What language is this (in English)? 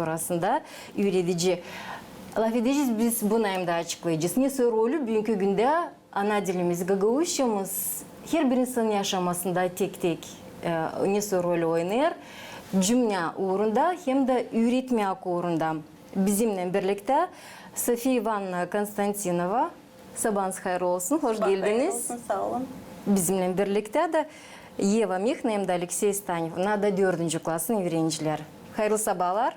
Gagauz